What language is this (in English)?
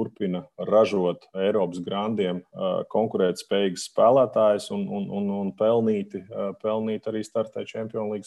Latvian